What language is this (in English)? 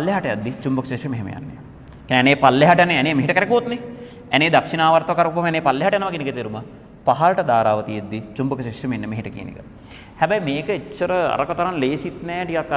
Sinhala